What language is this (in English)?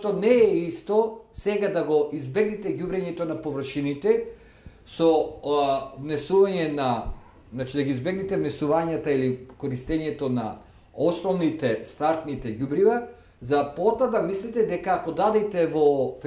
Macedonian